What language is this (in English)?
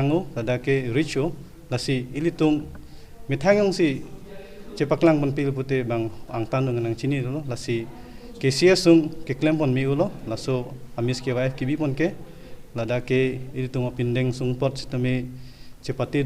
Karbi